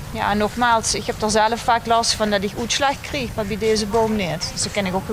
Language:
Limburgish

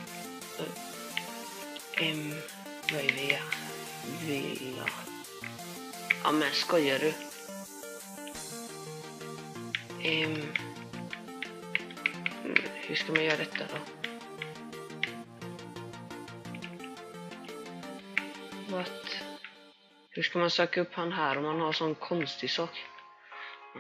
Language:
Swedish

